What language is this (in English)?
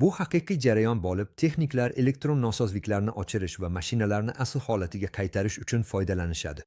Uzbek